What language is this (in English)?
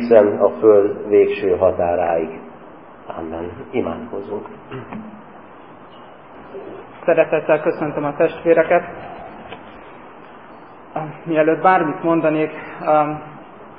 Hungarian